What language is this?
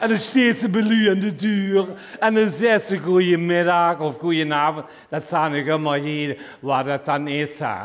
Limburgish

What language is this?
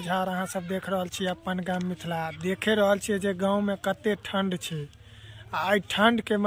Maithili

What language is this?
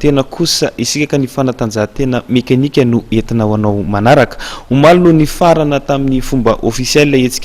Malagasy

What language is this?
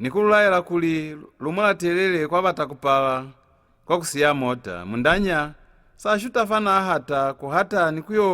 Lozi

